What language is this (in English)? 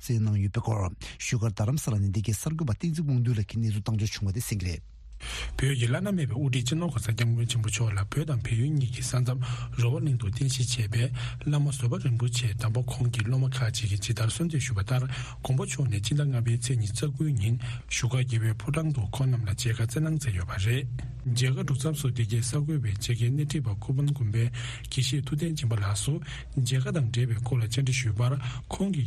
Tibetan